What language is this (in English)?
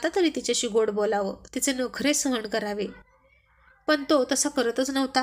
Marathi